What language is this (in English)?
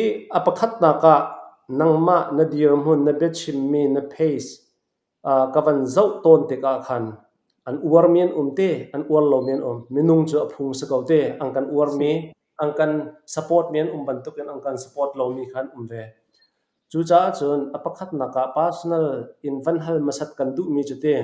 Falam Chin